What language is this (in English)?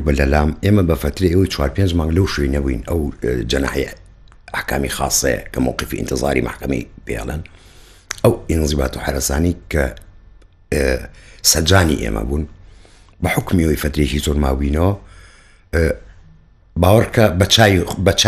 Central Kurdish